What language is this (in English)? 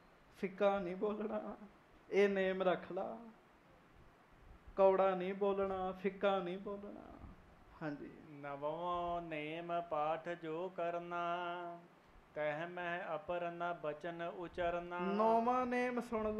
Punjabi